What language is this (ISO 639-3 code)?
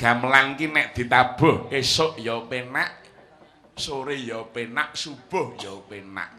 jav